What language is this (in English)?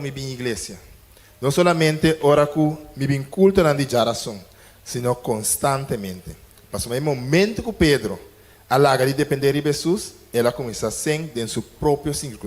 Papiamento